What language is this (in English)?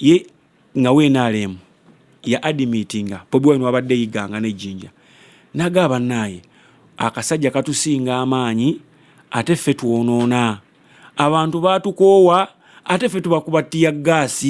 Ganda